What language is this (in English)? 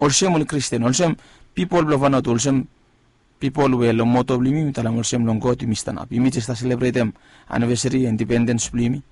Bislama